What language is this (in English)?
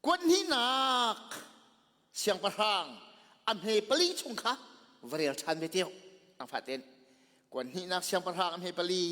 Hakha Chin